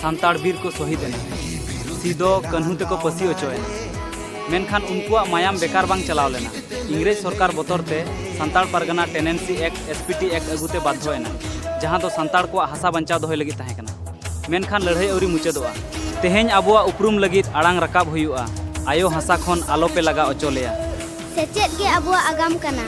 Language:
Santali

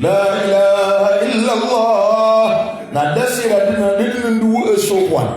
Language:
Maranao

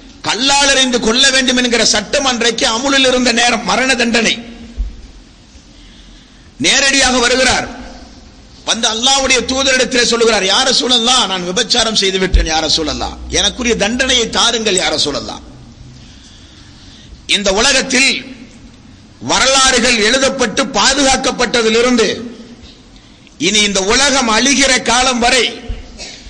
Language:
Tamil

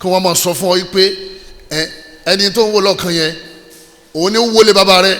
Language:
Yoruba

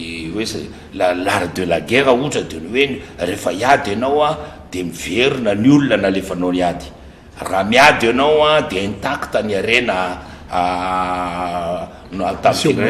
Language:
Malagasy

